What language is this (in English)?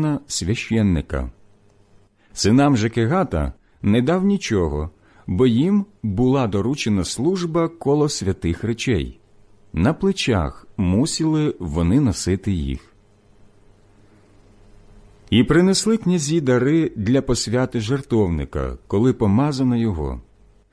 Ukrainian